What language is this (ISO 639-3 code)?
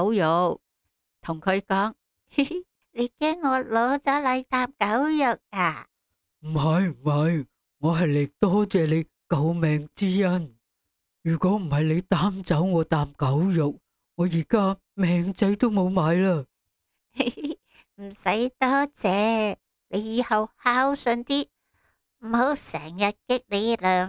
yue